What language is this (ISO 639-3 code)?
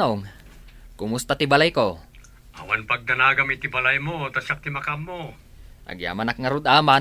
ilo